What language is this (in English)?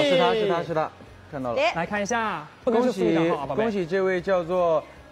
Chinese